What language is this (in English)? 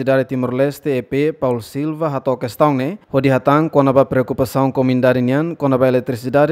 Tetum